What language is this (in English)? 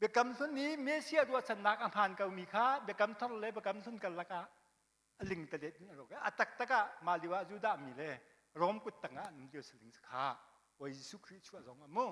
Hakha Chin